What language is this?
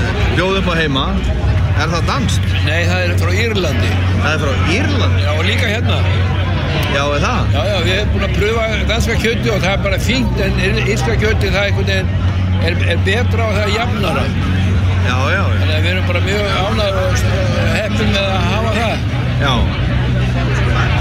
Icelandic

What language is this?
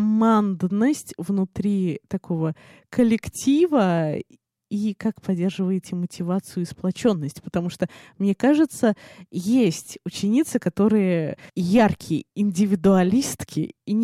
Russian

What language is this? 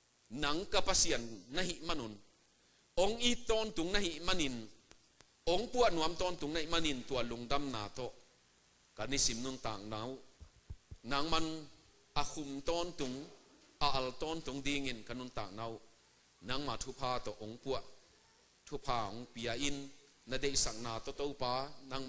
Tedim Chin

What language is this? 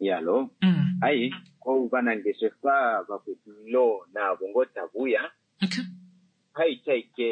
Kuanyama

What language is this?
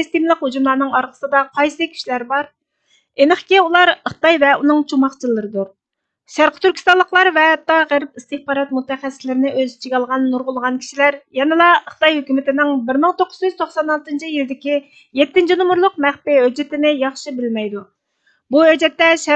Uyghur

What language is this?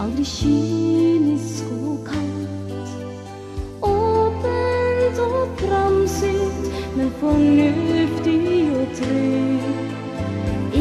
Norwegian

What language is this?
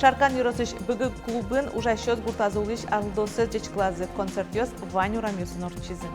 Udmurt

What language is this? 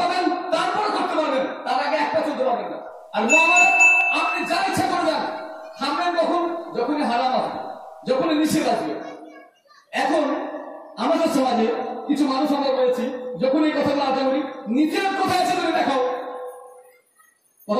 Bangla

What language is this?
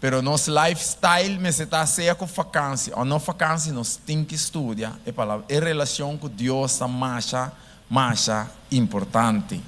Papiamento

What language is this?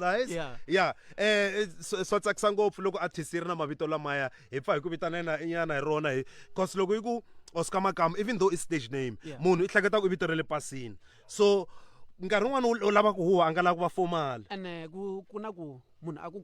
Tsonga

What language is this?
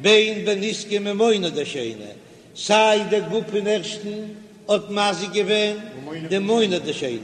Yiddish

